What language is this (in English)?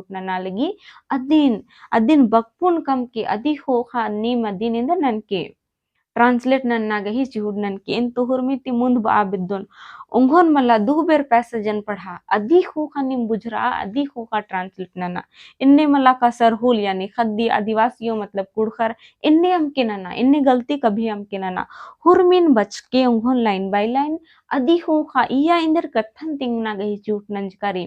Kurukh